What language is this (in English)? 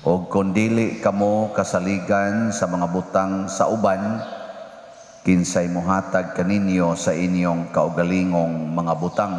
Cebuano